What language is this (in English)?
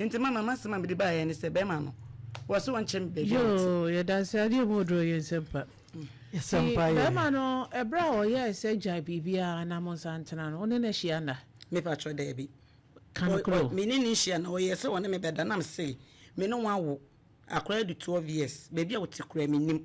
Akan